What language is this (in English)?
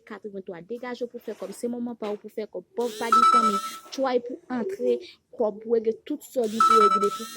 Haitian Creole